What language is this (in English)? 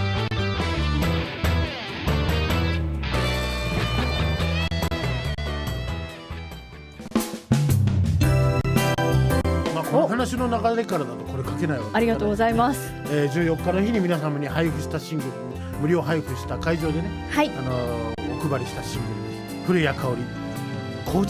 Japanese